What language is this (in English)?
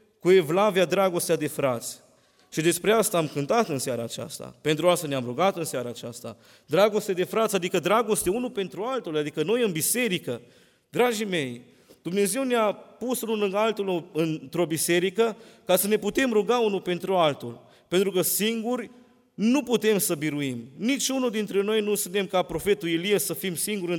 Romanian